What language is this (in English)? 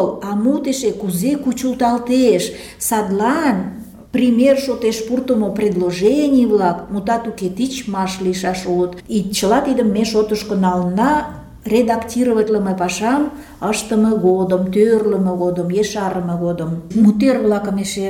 Mari